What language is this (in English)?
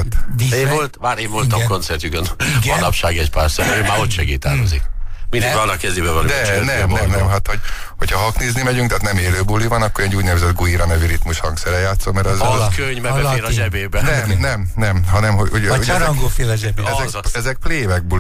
Hungarian